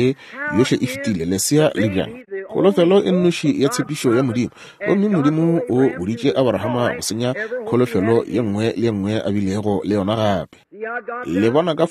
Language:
Northern Sotho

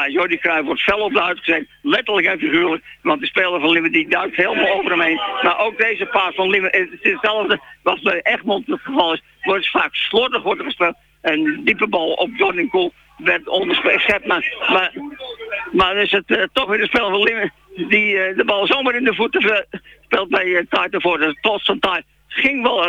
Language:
Dutch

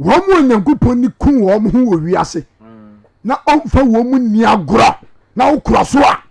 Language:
Akan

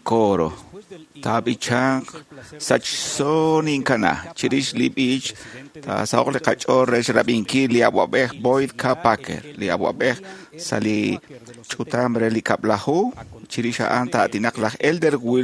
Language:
Kekchí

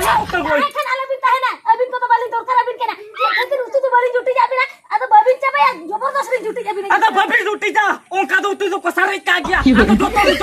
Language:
Santali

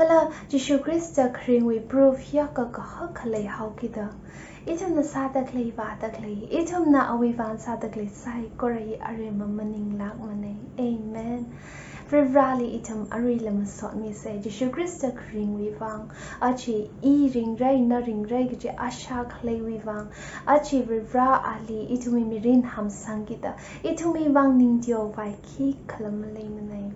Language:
Tangkhul Naga (India)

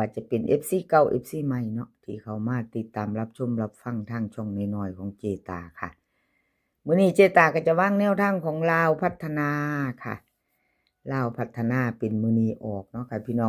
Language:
Northeastern Thai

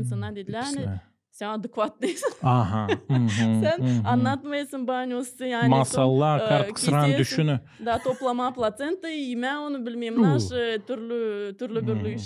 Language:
Gagauz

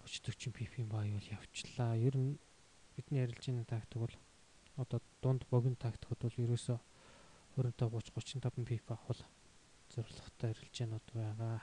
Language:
Mongolian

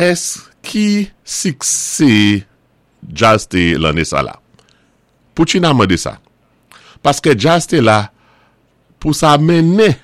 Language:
Saint Lucian Creole French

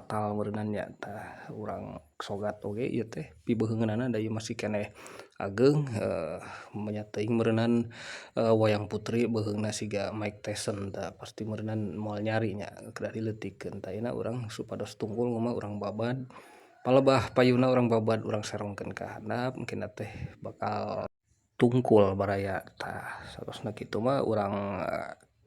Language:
Sundanese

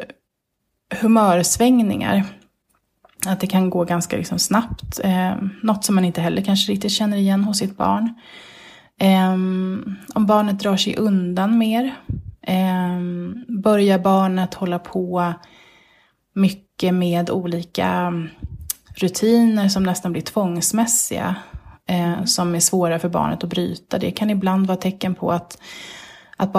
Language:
Swedish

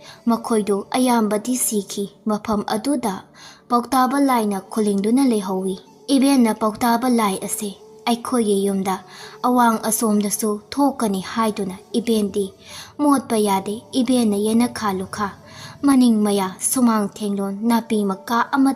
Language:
Manipuri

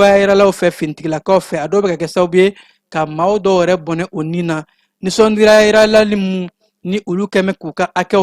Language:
Bambara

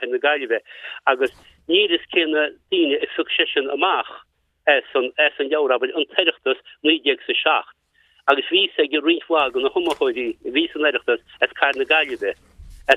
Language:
Irish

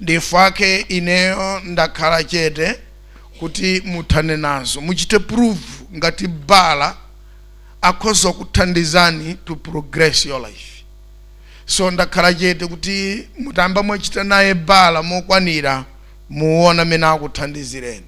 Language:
Nyanja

